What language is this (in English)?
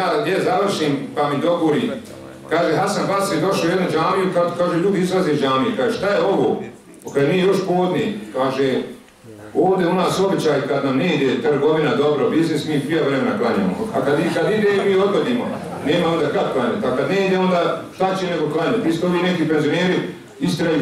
Bosnian